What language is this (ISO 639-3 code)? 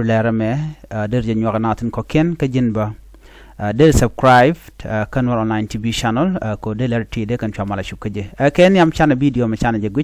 nus